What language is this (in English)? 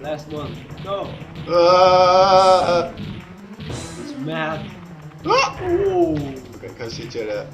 Faroese